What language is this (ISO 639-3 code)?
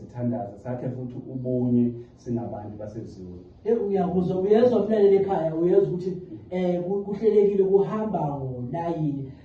zul